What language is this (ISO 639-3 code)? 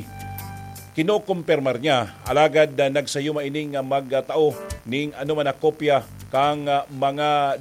bik